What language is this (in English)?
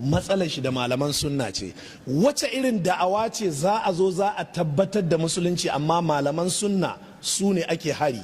Hausa